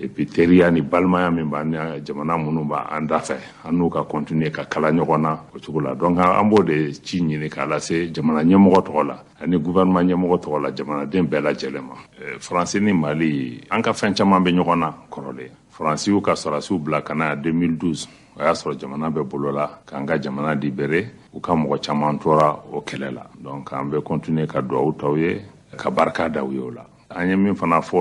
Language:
Bambara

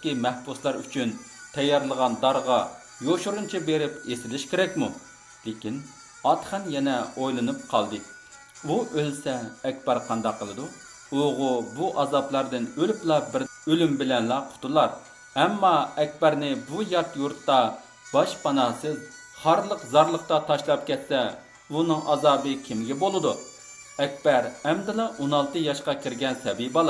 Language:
Uyghur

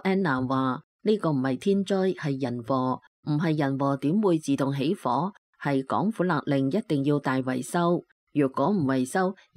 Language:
Cantonese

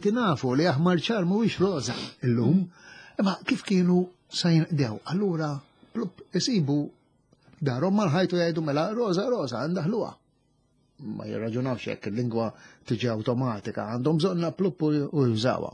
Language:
Maltese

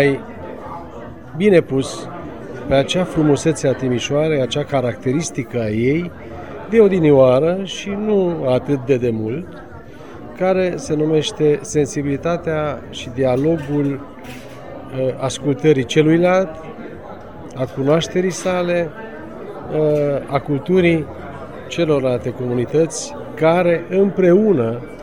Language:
Romanian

